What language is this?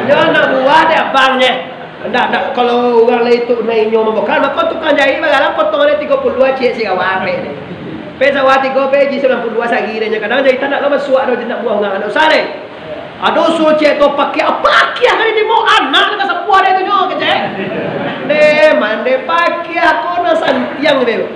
Minangkabau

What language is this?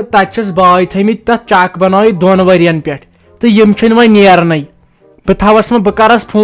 Kashmiri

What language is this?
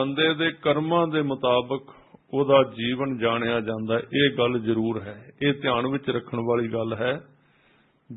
Punjabi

